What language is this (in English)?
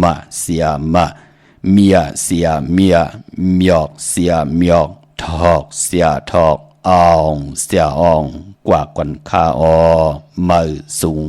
Shan